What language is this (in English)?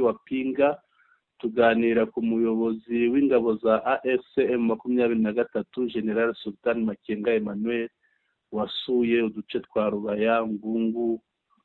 Kinyarwanda